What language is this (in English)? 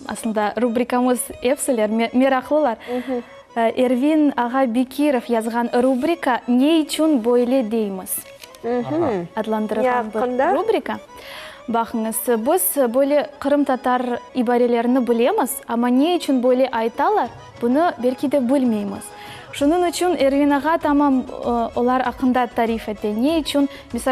Crimean Tatar